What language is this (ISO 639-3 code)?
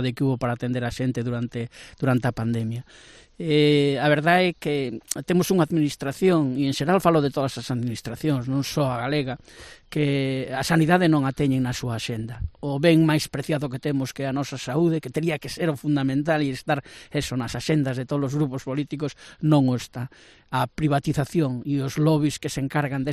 glg